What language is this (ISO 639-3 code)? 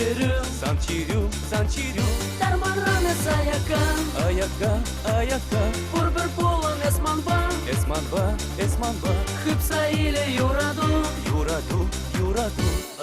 chv